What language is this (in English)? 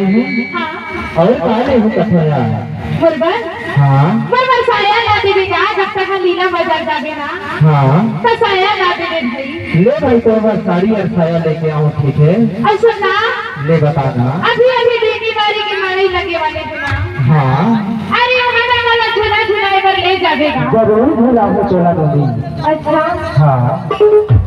Chhattisgarhi